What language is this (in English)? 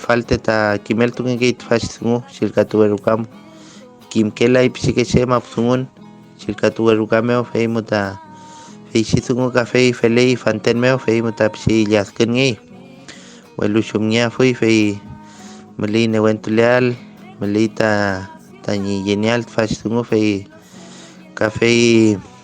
Mapuche